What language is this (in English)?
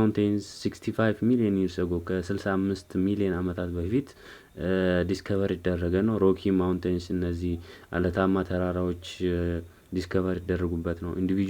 Amharic